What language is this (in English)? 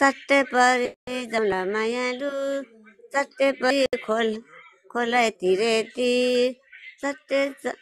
Nepali